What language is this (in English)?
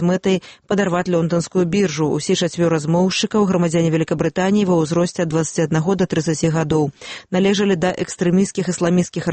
Belarusian